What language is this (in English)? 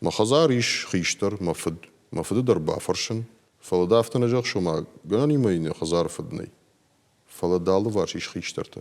Ossetic